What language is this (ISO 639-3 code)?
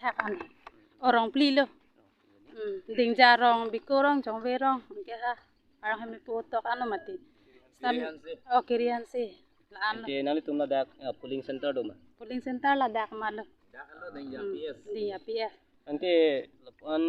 mjw